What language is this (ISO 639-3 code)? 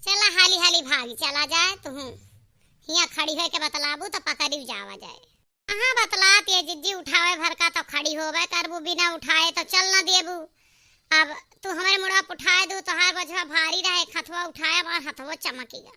awa